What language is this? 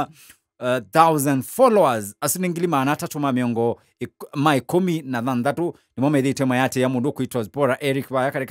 Kamba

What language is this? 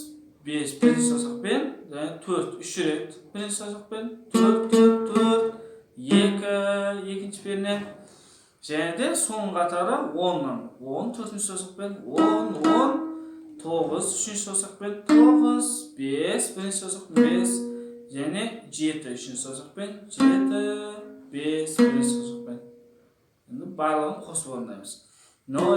Kazakh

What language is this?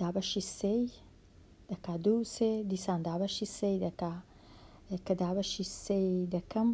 Central Kurdish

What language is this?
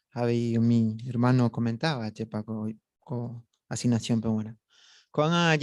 Guarani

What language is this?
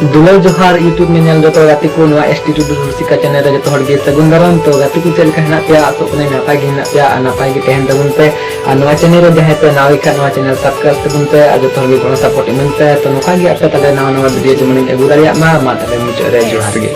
Santali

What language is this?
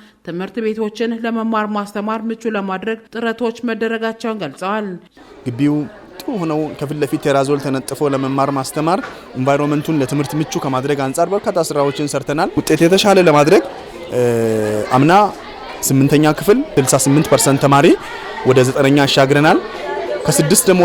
Amharic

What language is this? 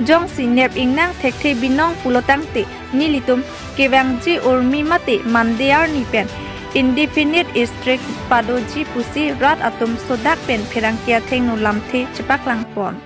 Karbi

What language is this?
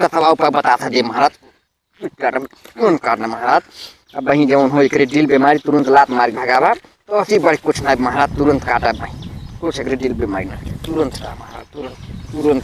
Awadhi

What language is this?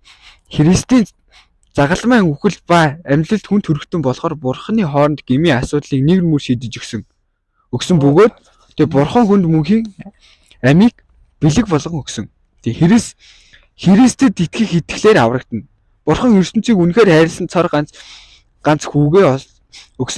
Mongolian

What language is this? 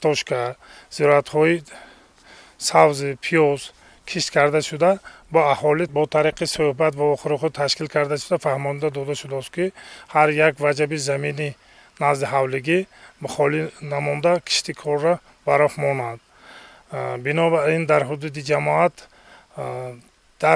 Tajik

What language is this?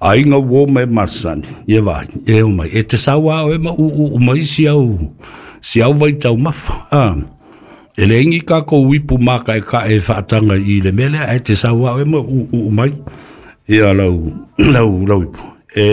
Samoan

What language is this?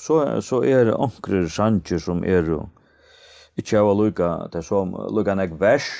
Faroese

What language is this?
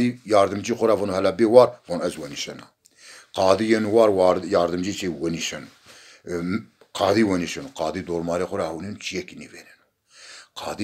Zaza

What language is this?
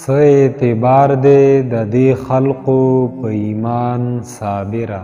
Pashto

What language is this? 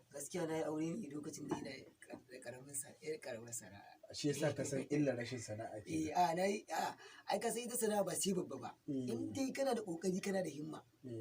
Hausa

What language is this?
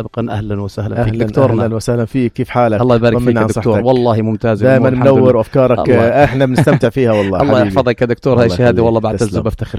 North Levantine Arabic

